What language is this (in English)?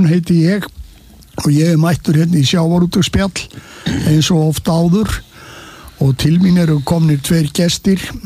Icelandic